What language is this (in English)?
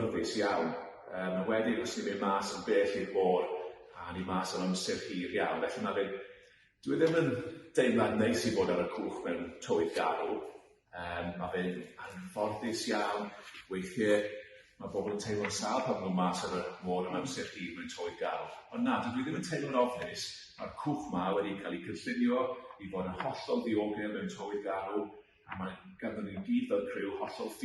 Welsh